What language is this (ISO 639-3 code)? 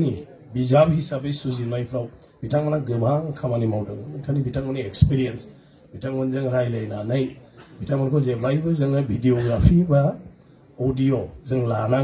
brx